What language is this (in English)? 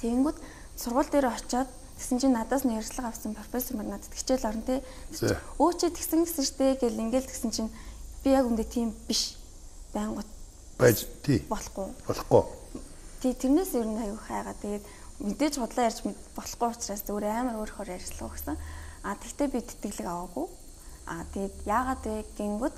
Mongolian